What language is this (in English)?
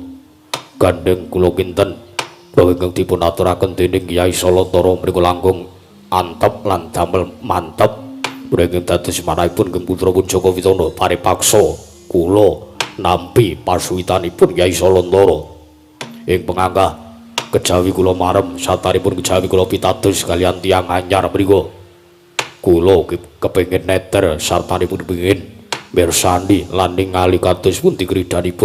Javanese